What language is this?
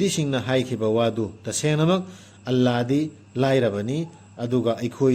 Manipuri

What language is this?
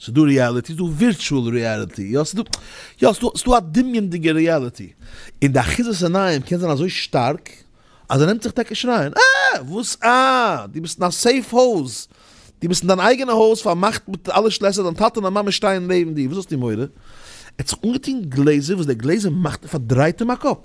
Yiddish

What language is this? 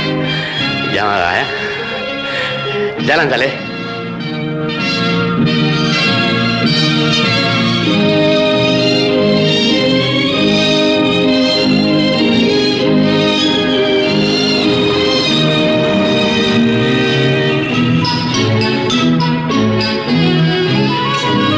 Malay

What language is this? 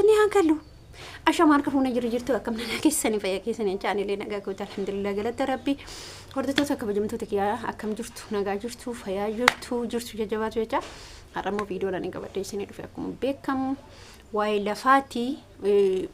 Oromo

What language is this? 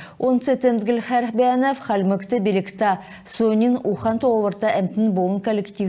Kalmyk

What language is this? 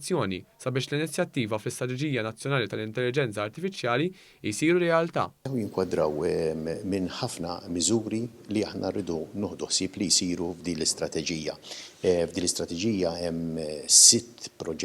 Maltese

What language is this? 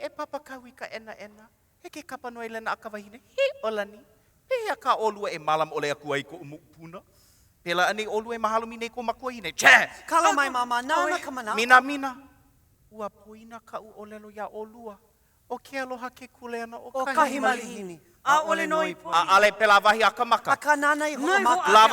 Hawaiian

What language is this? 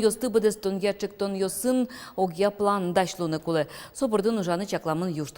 Udmurt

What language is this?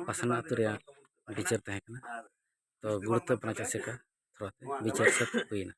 Santali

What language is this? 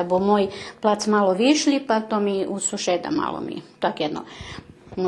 Rusyn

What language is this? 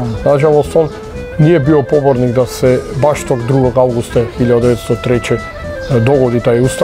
Croatian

